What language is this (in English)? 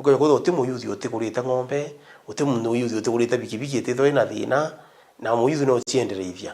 Meru